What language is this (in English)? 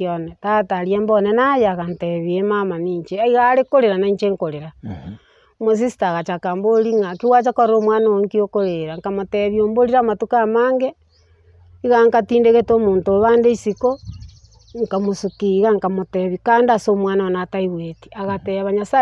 Gusii